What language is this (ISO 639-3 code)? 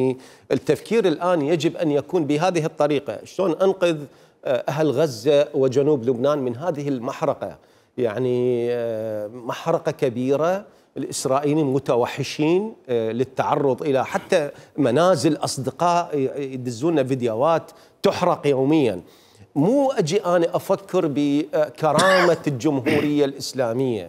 acm